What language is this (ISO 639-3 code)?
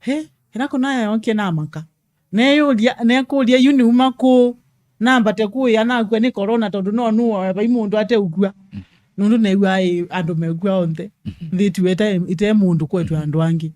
kam